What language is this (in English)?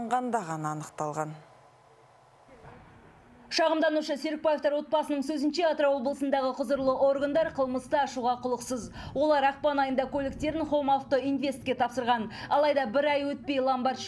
Kazakh